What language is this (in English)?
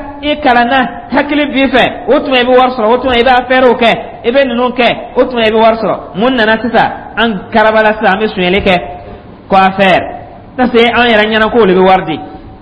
Dyula